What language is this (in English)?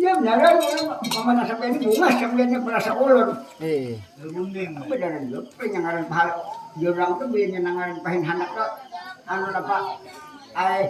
Banjar